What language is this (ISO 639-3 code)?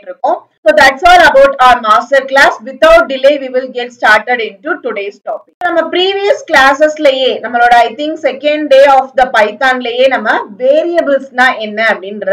tam